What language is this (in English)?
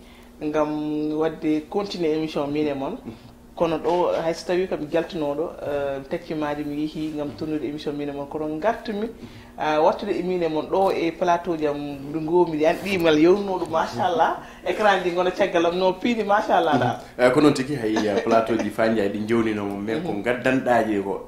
Fula